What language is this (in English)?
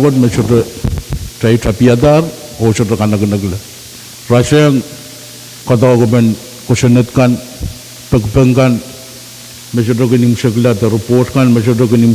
Pohnpeian